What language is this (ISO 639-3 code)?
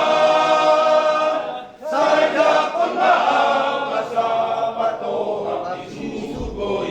bbc